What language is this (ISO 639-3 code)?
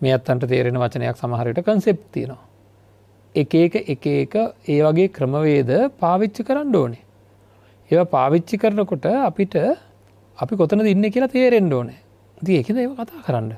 sin